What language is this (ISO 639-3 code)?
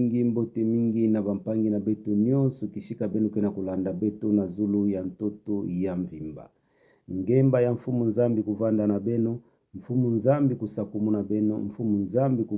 ktu